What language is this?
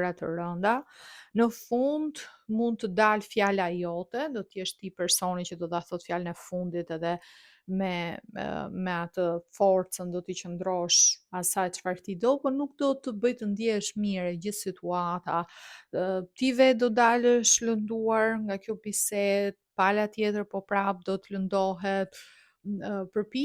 Albanian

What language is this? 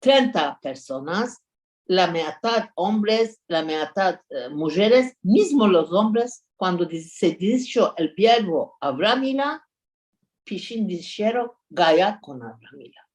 Ladino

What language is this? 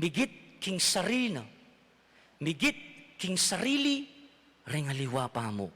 Pampanga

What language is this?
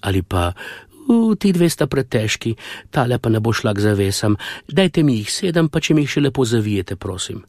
Slovenian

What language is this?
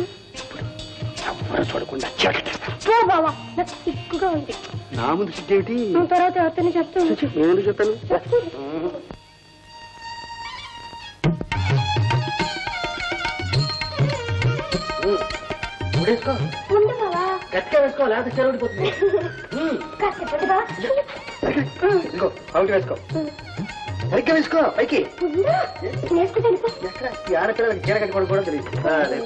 Telugu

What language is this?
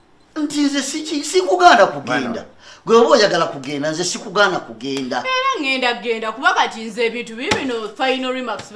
Ganda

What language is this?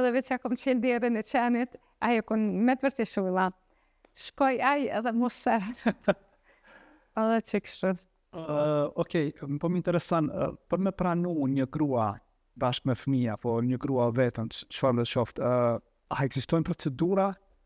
Albanian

